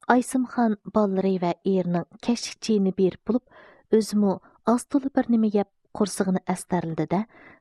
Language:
Uyghur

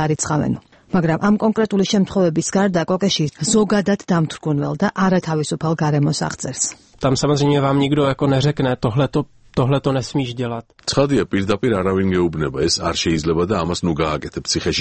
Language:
Georgian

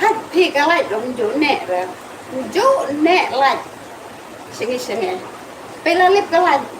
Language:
Khasi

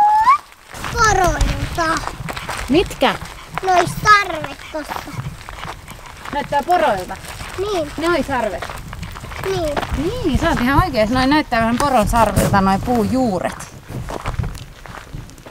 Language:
Finnish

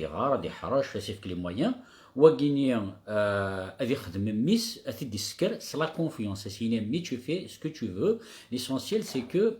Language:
Kabyle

